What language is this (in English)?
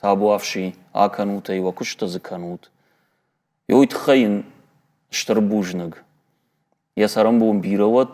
Ossetic